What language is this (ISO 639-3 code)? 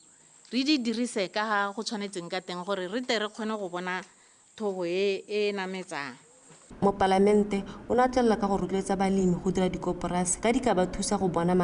tsn